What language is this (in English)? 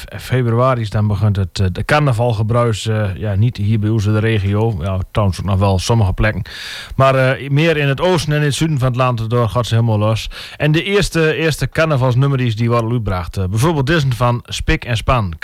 Dutch